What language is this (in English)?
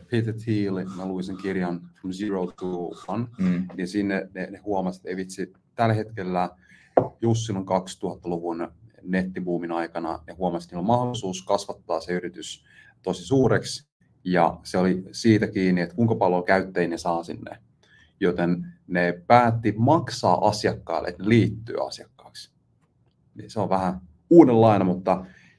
Finnish